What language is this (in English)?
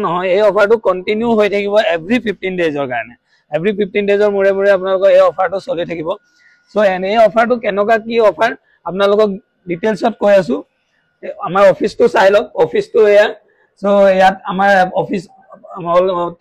Assamese